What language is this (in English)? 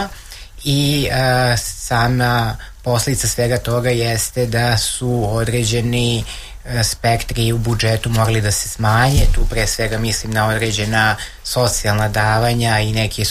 Serbian